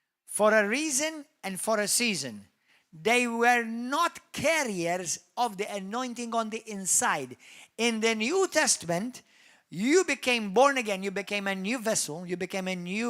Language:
English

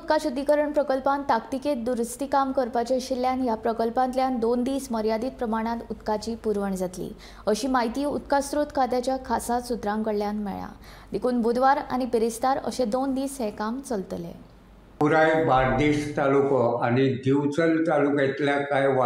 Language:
Konkani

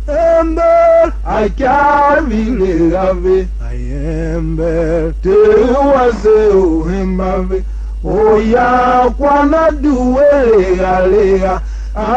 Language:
Tiv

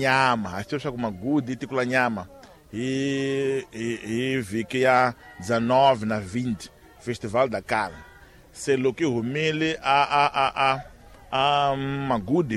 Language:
Tsonga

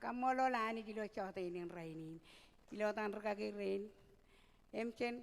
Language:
Marshallese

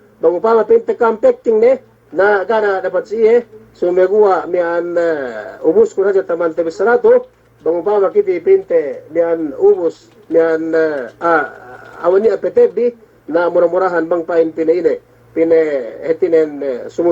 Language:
Yakan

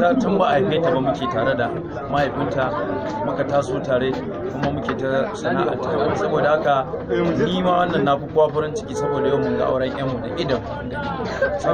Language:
Hausa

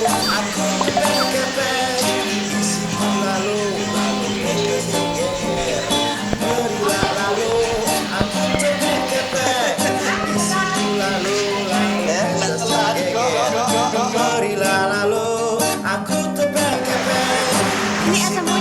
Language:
Sasak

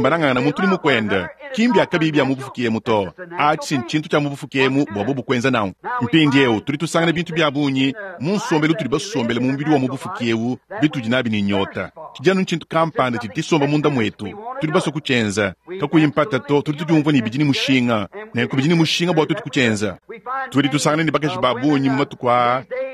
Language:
Luba-Lulua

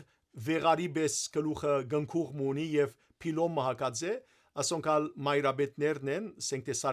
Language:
Western Armenian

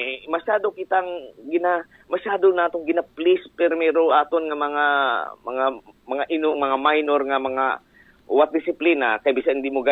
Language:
Aklanon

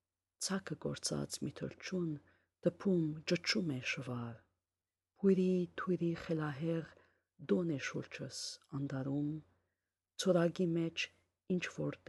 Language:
Armenian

